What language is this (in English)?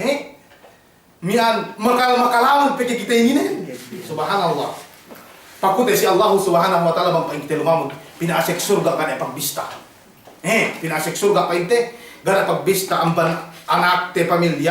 Yakan